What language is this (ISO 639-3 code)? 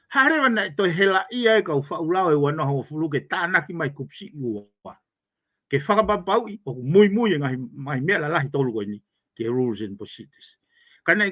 ton